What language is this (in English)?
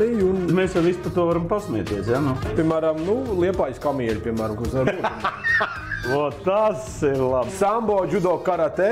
Latvian